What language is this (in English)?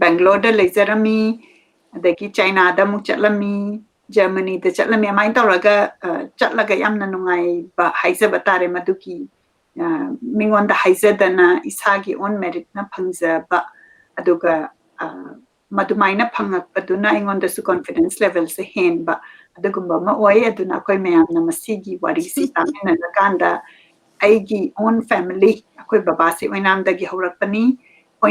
Manipuri